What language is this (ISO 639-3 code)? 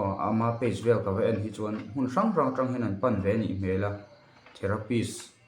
lus